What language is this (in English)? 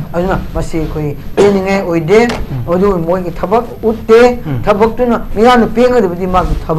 Manipuri